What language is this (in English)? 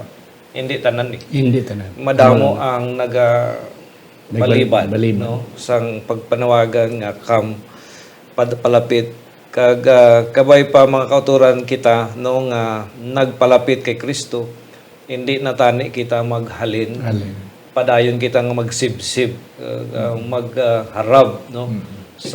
Hiligaynon